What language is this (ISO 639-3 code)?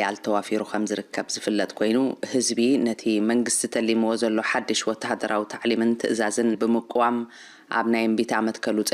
tir